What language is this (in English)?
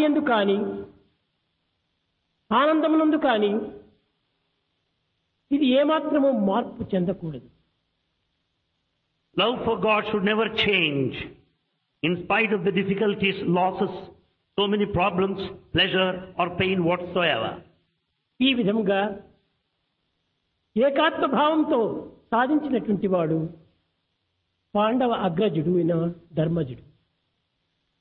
Telugu